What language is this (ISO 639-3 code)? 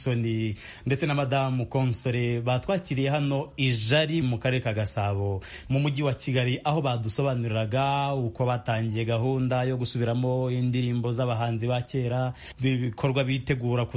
kin